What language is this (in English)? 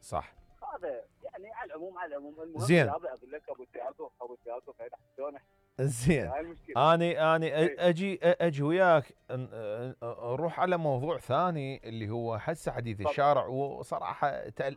Mesopotamian Arabic